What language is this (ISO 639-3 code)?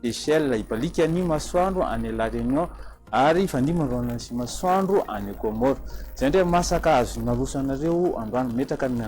mlg